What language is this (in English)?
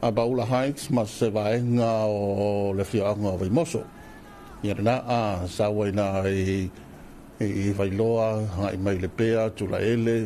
Samoan